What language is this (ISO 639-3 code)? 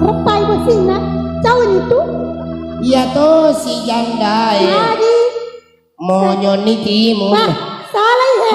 bug